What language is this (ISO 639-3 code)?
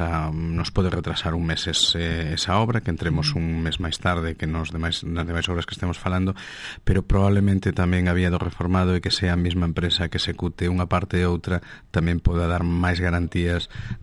glg